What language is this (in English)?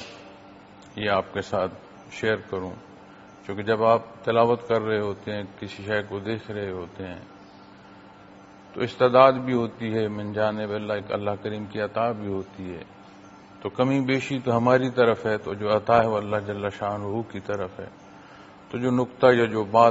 Urdu